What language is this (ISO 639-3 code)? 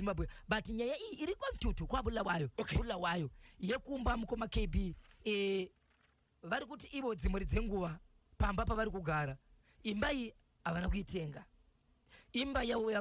sna